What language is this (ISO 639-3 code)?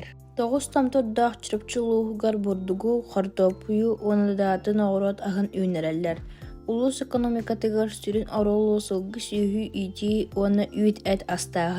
sah